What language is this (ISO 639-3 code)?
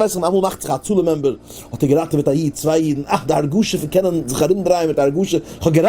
yid